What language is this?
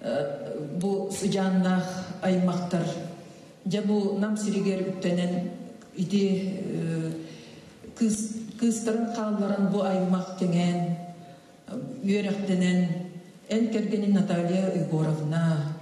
Yakut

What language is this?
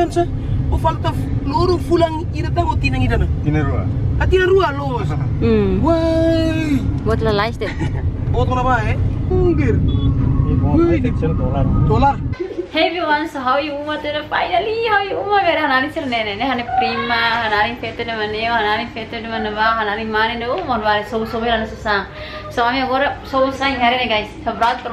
Tetum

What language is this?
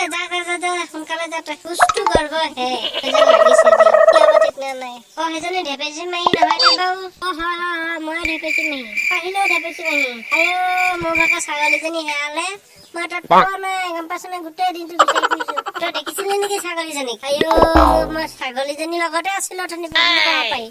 Assamese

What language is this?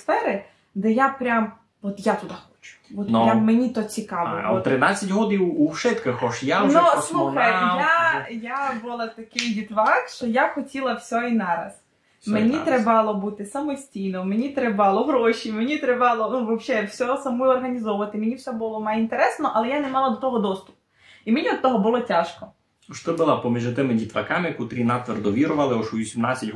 Rusyn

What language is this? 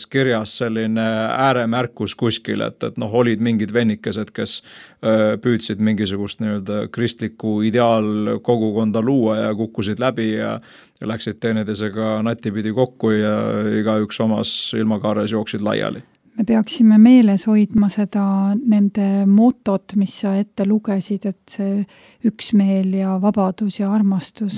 Estonian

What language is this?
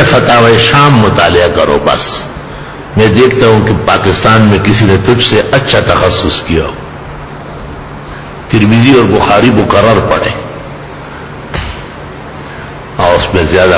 Urdu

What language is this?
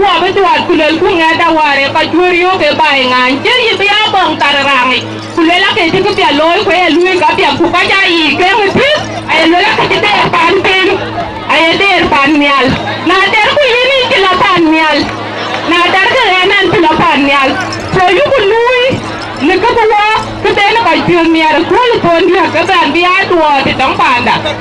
Dinka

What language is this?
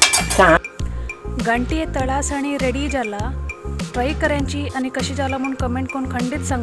Konkani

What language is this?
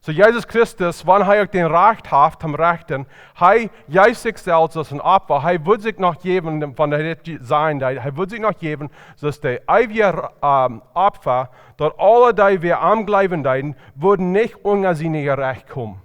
Plautdietsch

